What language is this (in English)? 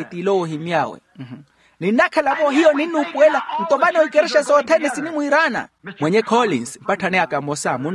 Makhuwa